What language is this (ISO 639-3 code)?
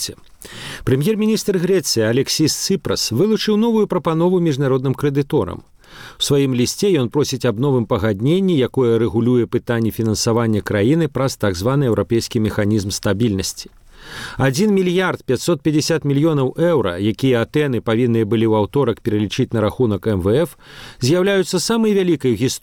bel